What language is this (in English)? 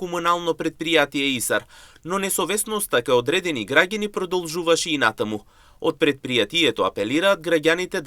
Macedonian